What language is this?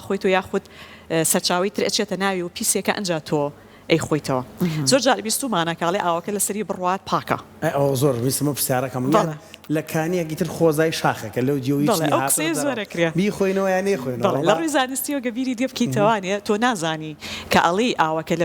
Central Kurdish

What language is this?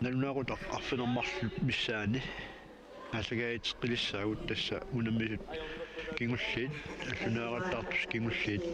Kalaallisut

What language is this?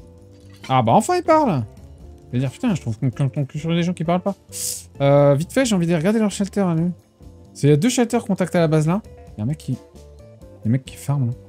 French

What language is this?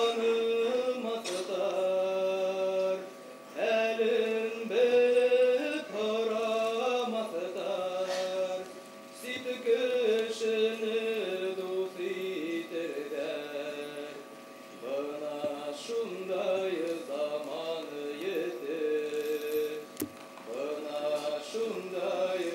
Bashkir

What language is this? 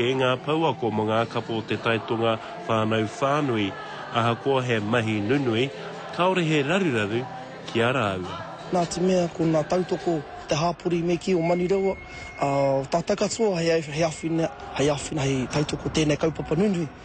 Māori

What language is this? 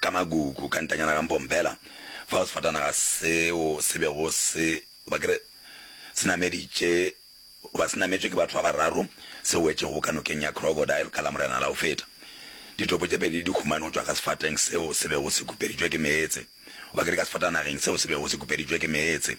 Northern Sotho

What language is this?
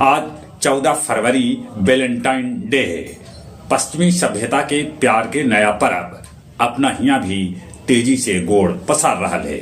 Magahi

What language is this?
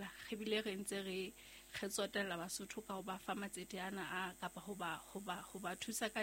Southern Sotho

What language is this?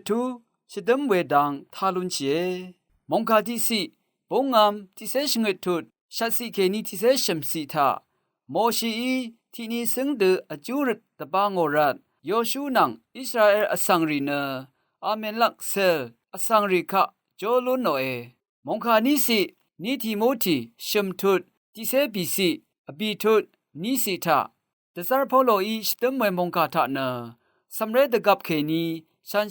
Rawang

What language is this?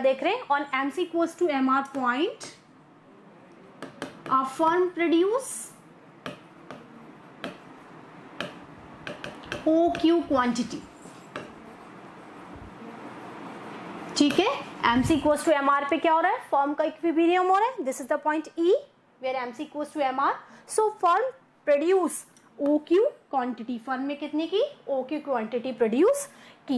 Hindi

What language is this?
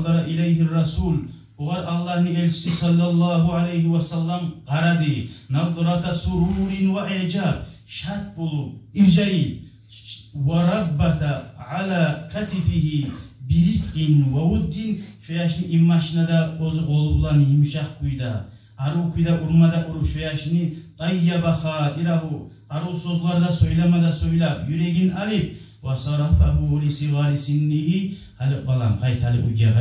Kumyk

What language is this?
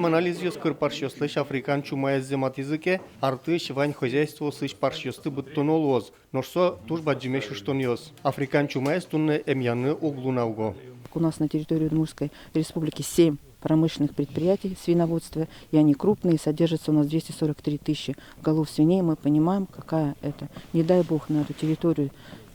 Udmurt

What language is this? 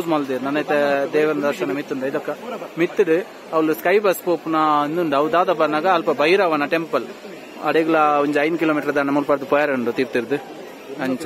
Tulu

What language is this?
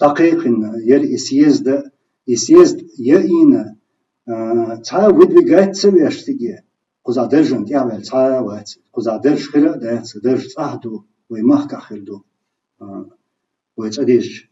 Chechen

